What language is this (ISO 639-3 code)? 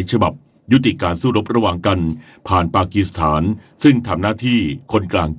tha